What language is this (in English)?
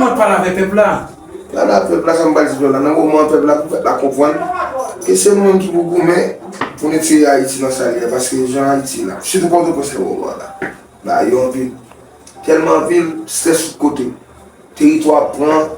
Haitian Creole